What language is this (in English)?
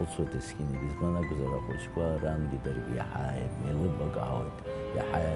Abkhazian